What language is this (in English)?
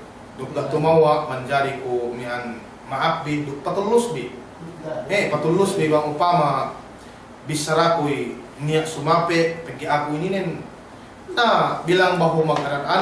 Yakan